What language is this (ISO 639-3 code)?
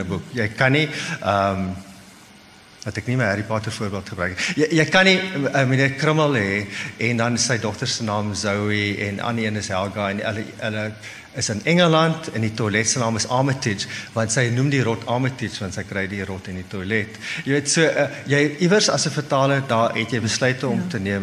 afr